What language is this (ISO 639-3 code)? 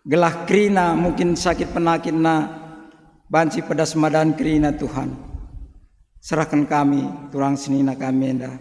btx